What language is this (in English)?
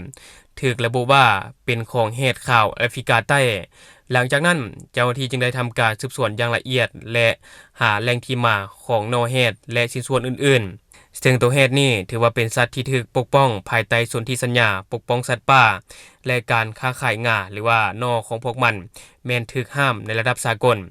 Lao